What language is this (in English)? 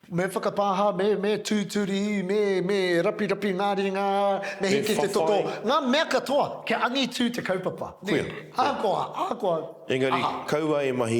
Māori